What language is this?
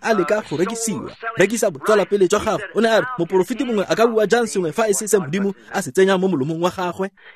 Tswana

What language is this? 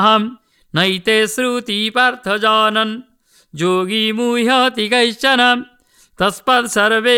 Sanskrit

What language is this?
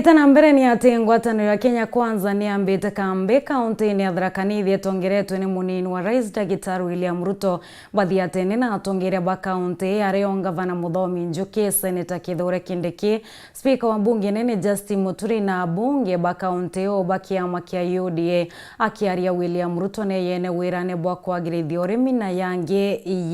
Meru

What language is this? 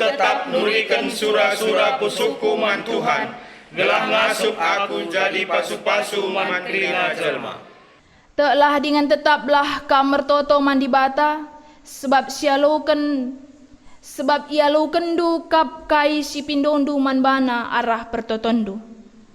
Batak Karo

